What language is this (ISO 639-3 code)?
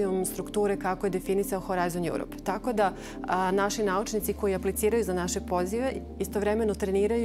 srp